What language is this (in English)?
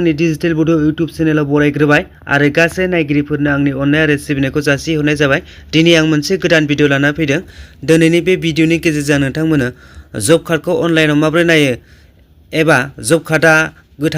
Bodo